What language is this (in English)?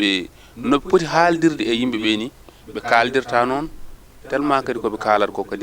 Fula